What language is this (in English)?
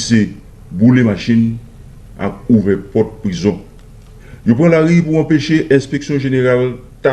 Haitian Creole